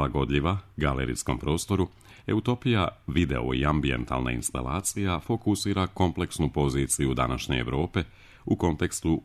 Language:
Serbian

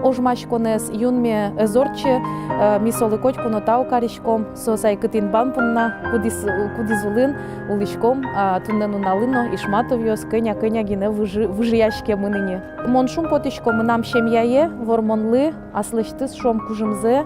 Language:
Udmurt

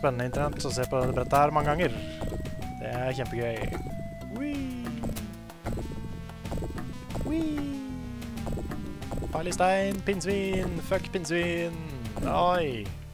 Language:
Norwegian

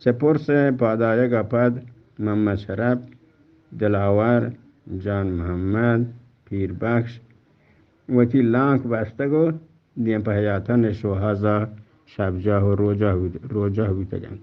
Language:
Eastern Balochi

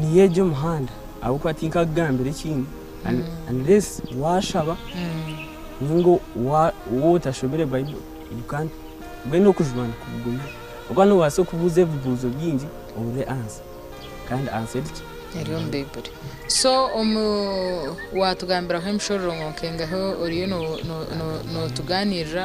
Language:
Nyankole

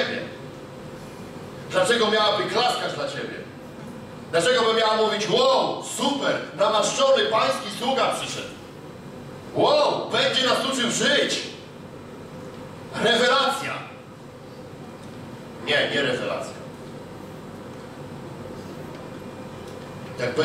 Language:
Polish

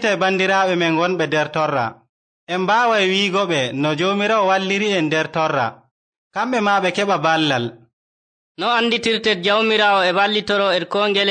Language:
Nigerian Fulfulde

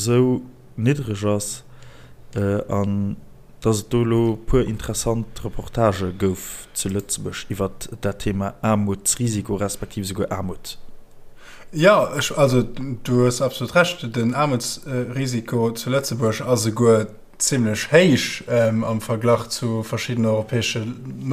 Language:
Luxembourgish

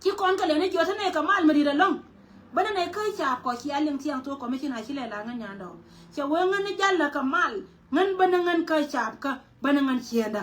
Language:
Nuer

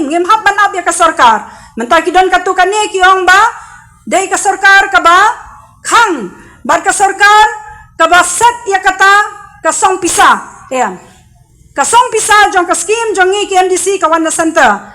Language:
Khasi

